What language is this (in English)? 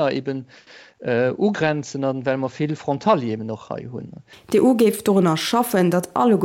Luxembourgish